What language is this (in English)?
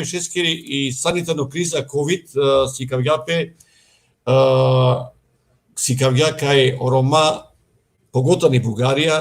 Balkan Romani